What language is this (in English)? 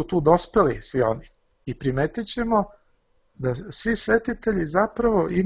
Serbian